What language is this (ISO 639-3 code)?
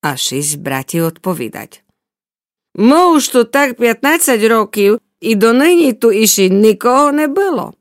rue